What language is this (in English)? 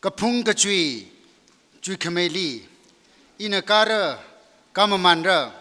Tangkhul Naga (India)